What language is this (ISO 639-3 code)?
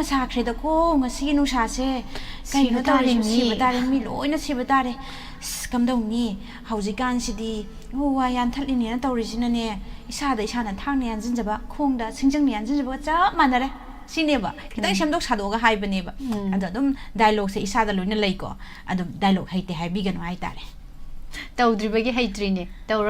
mni